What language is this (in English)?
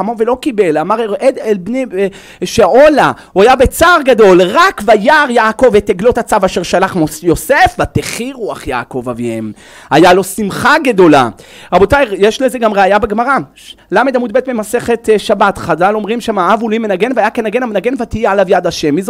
Hebrew